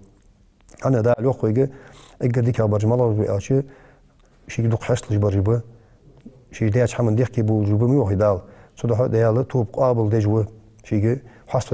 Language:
Ingush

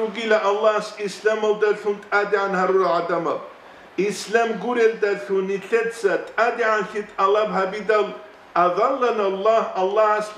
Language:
Avaric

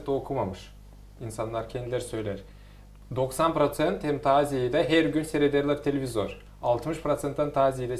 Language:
Gagauz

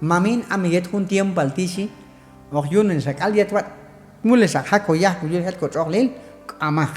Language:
Q'anjob'al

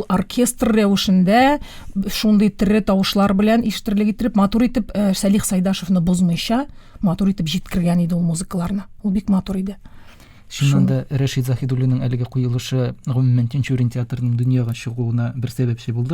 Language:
Tatar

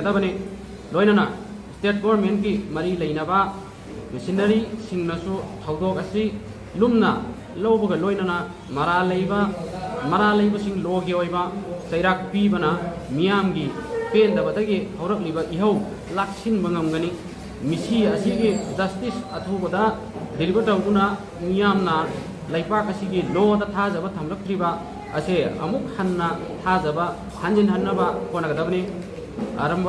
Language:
Manipuri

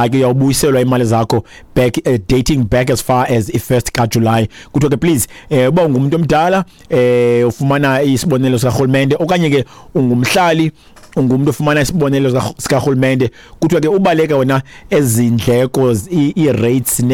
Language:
Xhosa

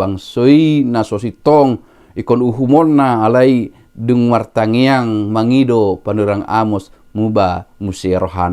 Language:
Batak Toba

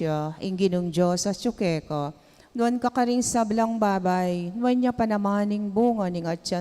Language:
Pampanga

